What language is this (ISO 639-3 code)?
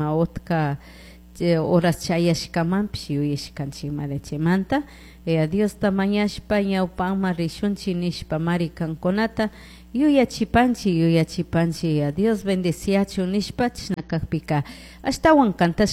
qug